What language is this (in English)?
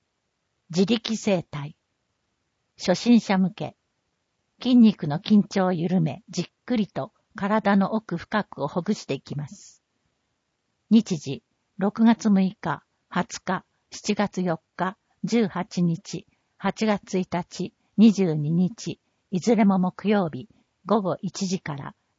Japanese